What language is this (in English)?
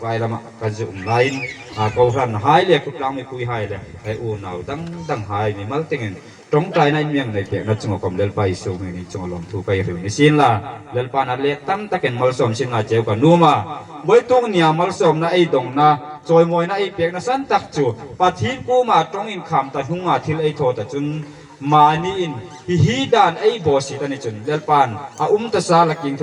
Hmar